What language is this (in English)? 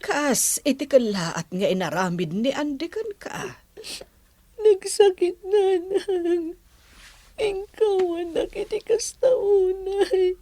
Iloko